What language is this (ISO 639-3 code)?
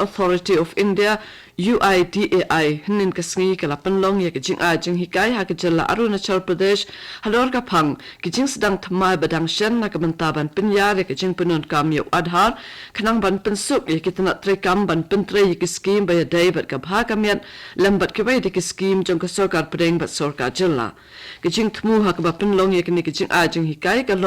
kha